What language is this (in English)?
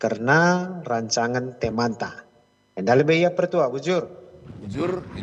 Batak Karo